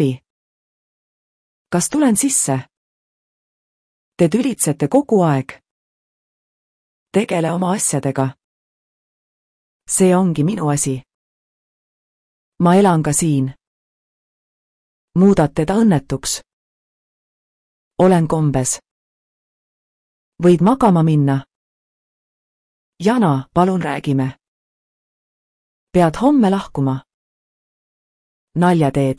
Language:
Estonian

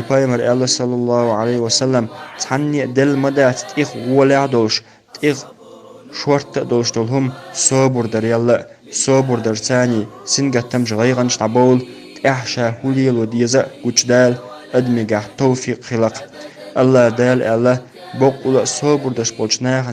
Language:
Chechen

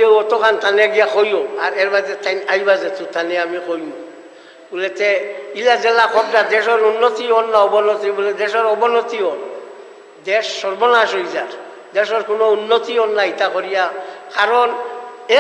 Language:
Sylheti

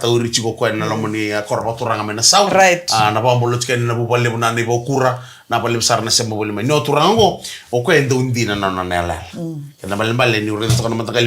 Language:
Fijian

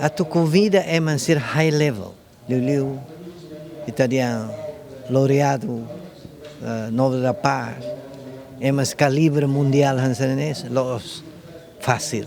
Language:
Tetum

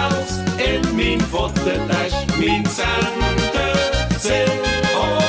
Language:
Limburgish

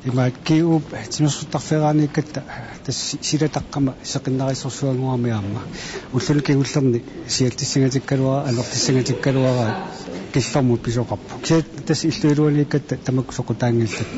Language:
Kalaallisut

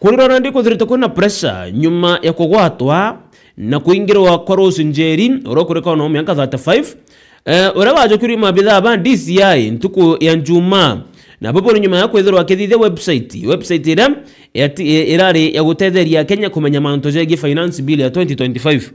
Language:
Meru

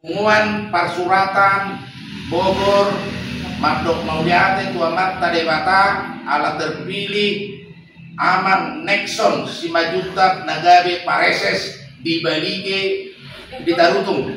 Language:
Batak Toba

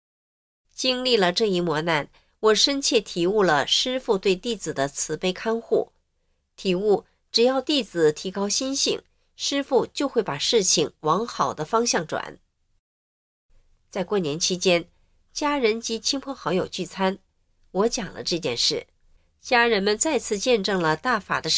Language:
Chinese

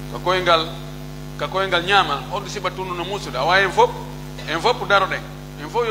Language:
Pular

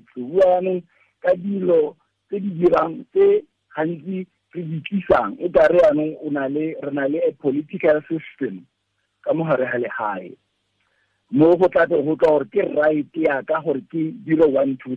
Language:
Tswana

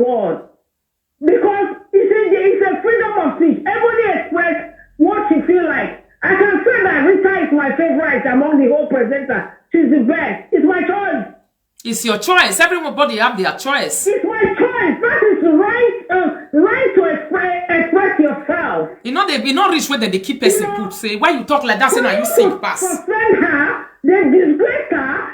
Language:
Nigerian Pidgin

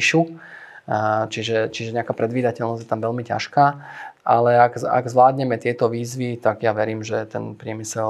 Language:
Slovak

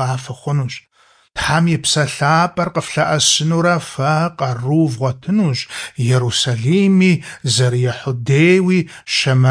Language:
Kabardian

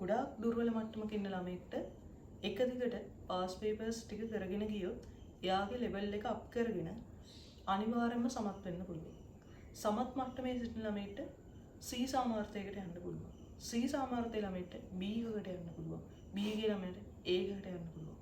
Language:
Sinhala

